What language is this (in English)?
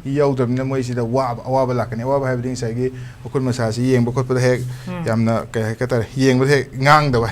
Manipuri